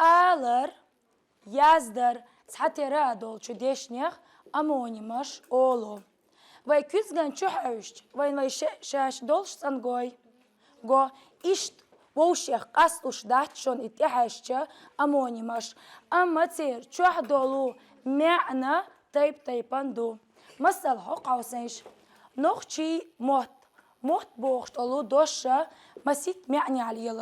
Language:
Chechen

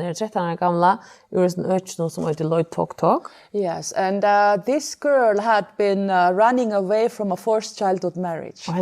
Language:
Faroese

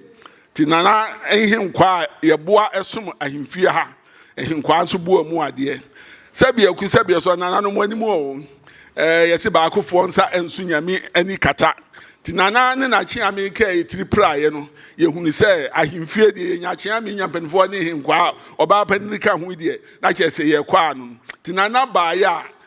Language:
Akan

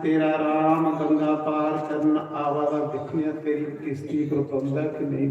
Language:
Dogri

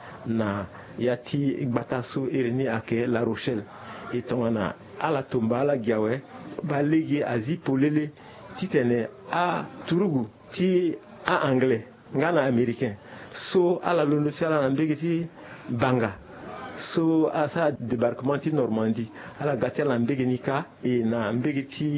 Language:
Sango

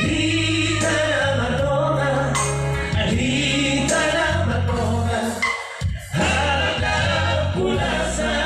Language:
Batak Toba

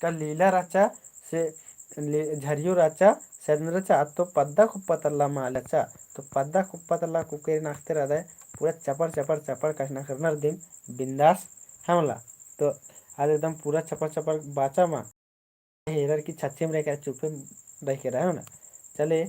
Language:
Kurukh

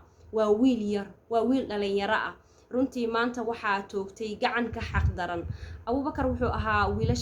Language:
Somali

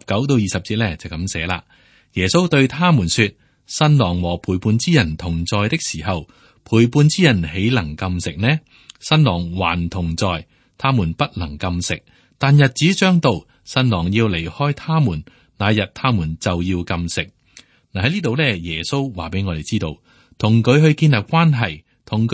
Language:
Cantonese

